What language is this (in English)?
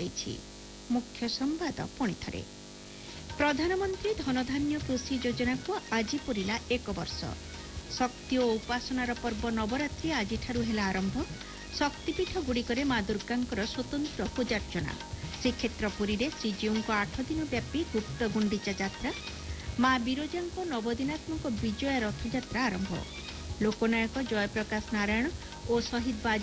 Odia